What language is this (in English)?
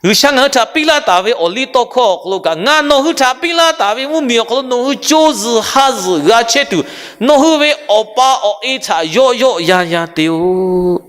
Lahu